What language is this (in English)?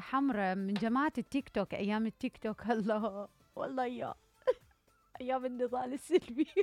Mesopotamian Arabic